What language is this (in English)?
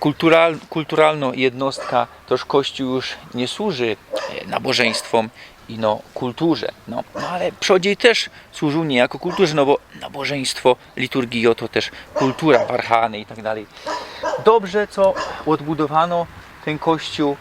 Silesian